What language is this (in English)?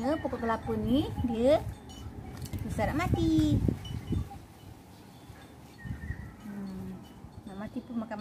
Malay